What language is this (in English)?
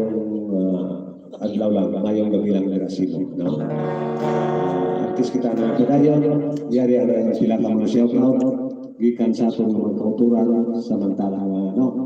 Hiligaynon